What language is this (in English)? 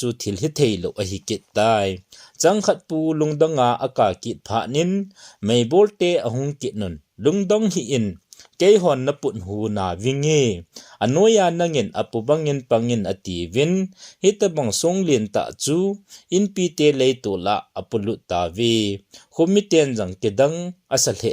Thado Chin